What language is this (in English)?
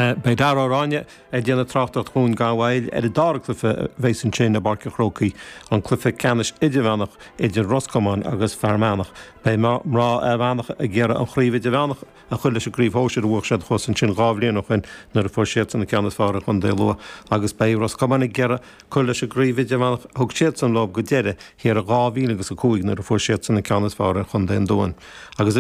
Irish